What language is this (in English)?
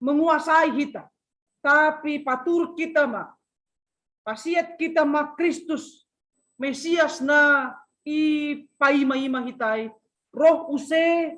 Batak Simalungun